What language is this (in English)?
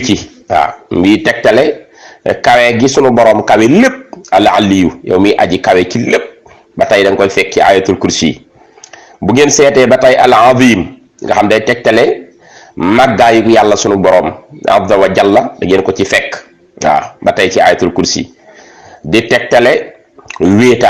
Wolof